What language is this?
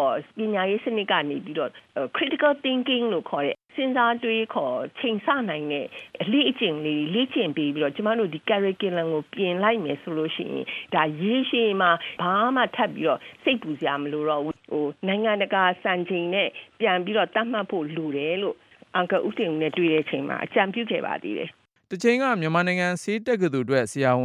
Burmese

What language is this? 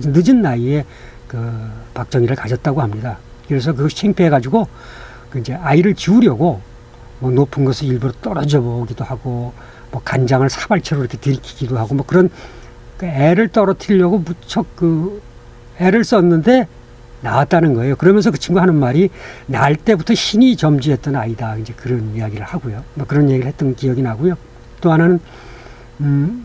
Korean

